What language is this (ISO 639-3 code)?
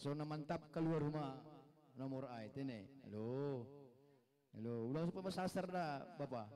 bts